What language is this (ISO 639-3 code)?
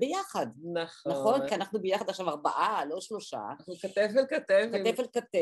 heb